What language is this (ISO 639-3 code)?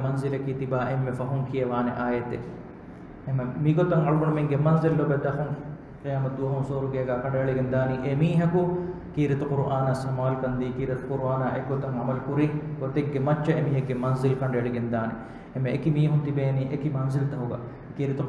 div